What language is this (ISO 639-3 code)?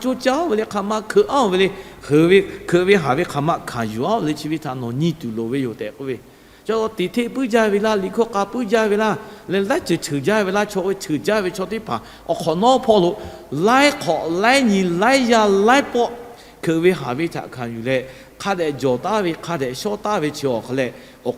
lhu